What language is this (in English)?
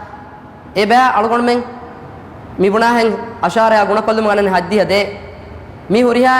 Divehi